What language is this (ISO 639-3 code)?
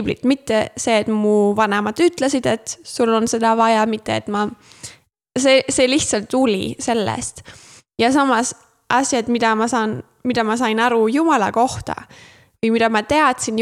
est